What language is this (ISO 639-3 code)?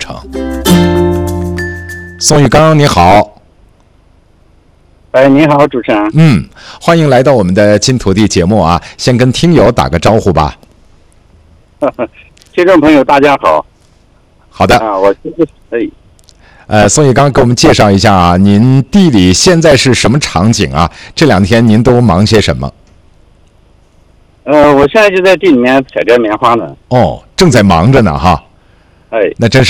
zho